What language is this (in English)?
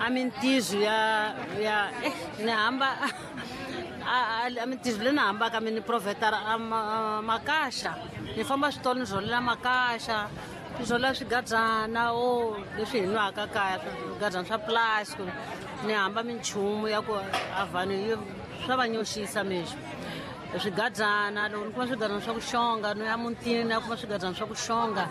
Tsonga